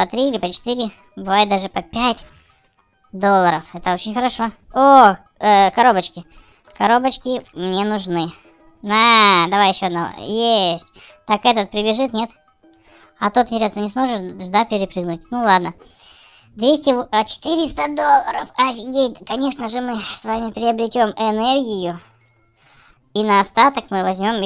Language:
Russian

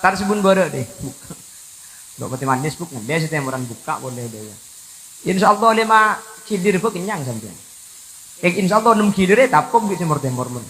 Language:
Madurese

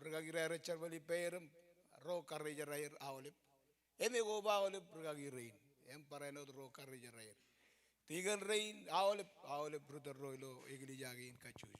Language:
Marshallese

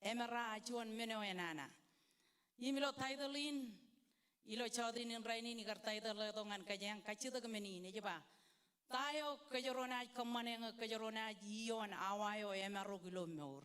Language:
Marshallese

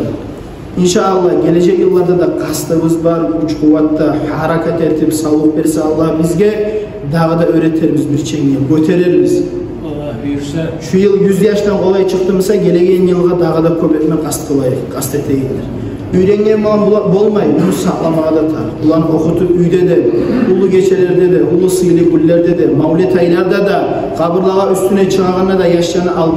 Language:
Kumyk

